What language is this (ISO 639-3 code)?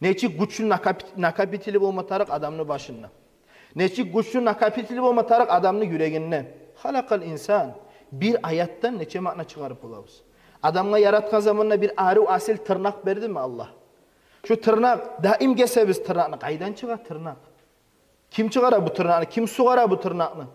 kum